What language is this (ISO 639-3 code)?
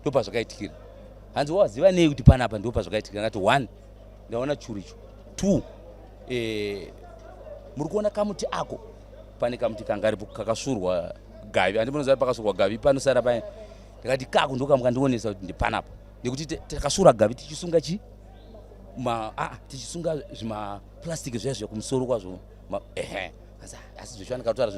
sna